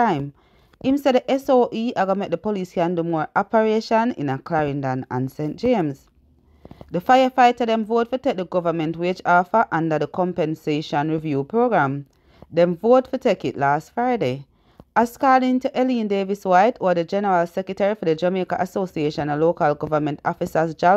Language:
Jamaican Creole English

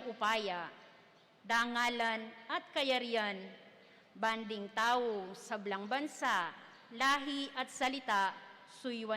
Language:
Pampanga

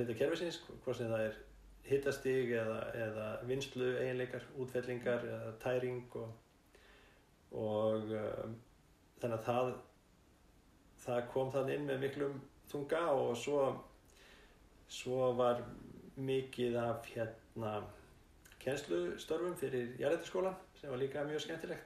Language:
Icelandic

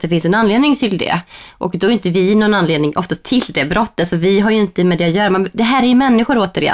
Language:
Swedish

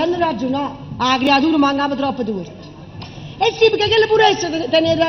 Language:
Neapolitan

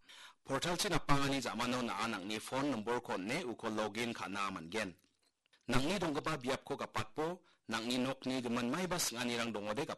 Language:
Garo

